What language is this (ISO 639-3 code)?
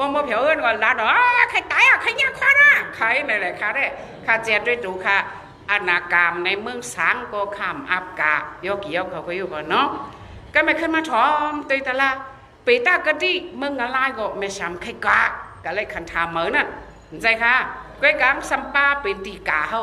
shn